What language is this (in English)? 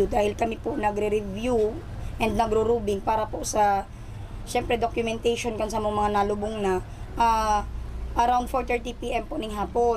Bikol